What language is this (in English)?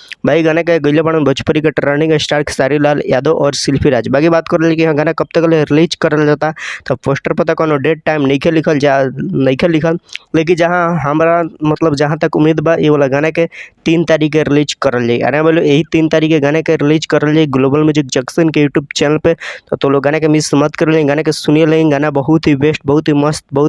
Bhojpuri